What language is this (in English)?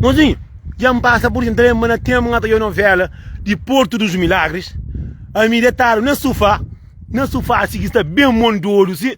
Kabuverdianu